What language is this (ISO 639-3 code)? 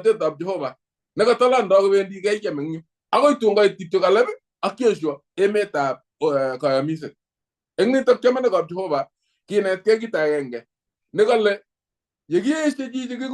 kln